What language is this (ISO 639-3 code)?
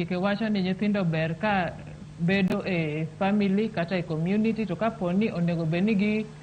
luo